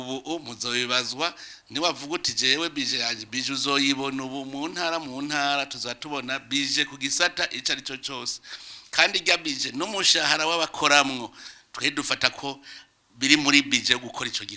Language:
Rundi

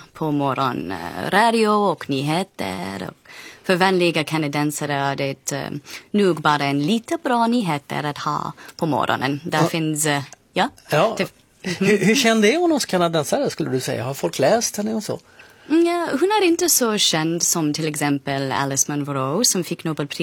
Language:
Swedish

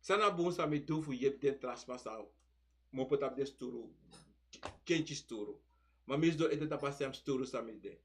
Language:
Sranan Tongo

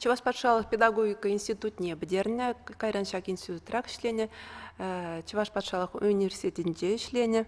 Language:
Chuvash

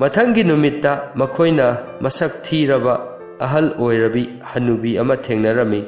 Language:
Manipuri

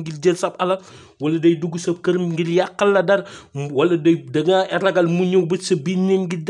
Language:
Wolof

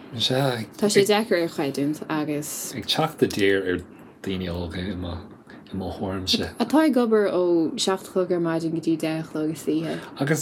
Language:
Irish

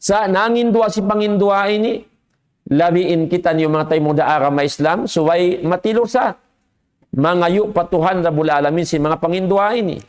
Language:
Tausug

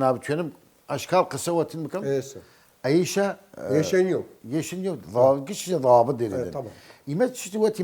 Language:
Southern Kurdish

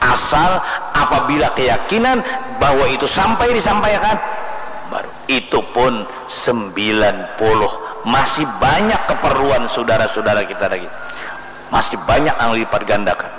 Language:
Banjar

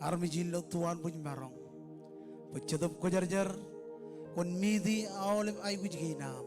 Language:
Marshallese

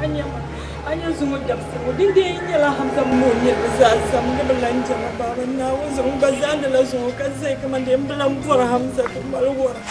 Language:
Dagbani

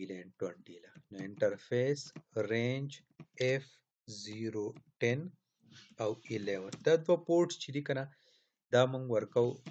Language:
Pashto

